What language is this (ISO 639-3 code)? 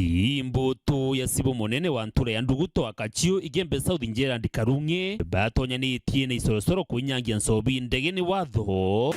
mer